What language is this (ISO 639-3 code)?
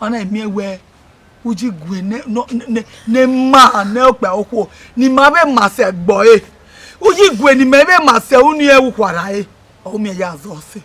bin